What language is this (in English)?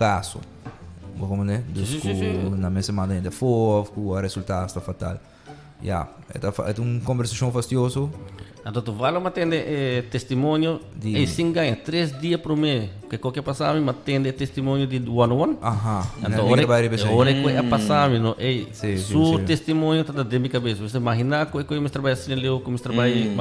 Papiamento